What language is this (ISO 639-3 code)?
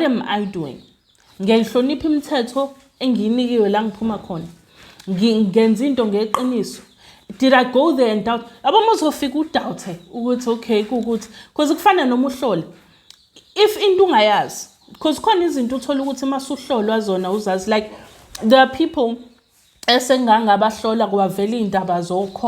zul